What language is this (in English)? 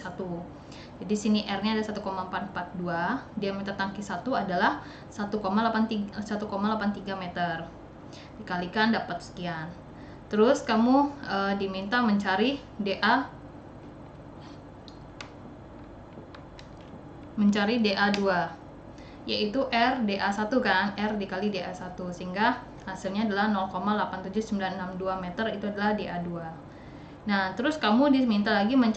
Indonesian